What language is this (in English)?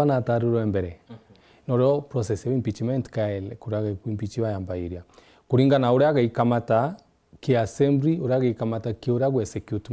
Meru